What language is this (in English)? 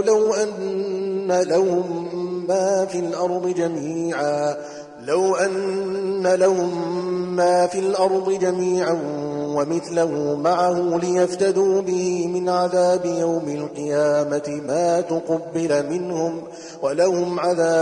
Arabic